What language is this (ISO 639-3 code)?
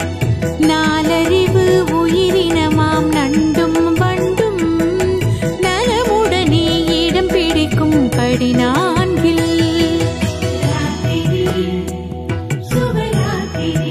tam